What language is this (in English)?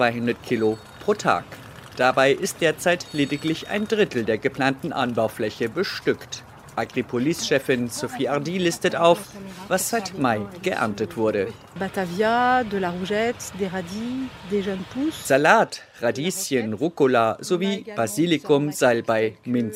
German